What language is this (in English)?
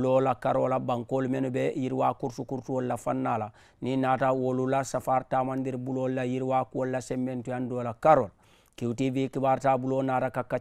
Mandingo